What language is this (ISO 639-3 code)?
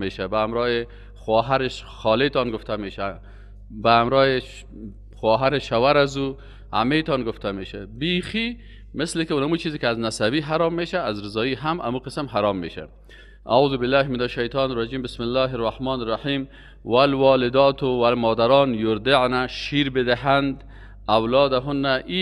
fas